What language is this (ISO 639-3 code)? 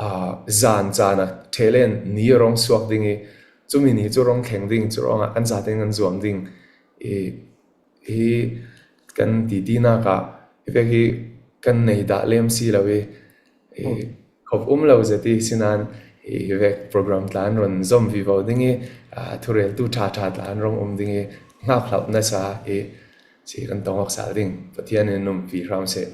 cfm